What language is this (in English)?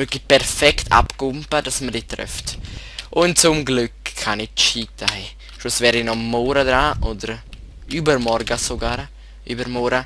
Swiss German